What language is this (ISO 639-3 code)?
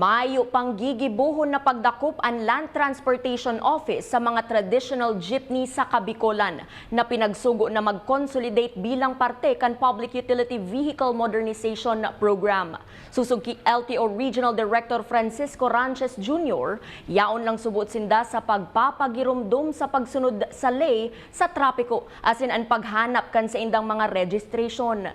bik